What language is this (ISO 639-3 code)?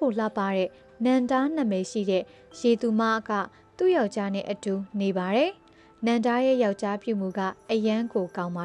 mya